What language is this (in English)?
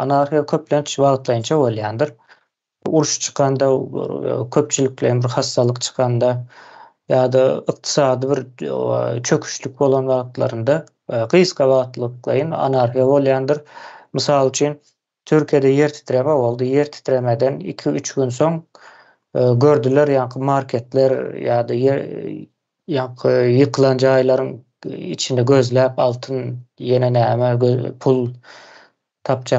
Turkmen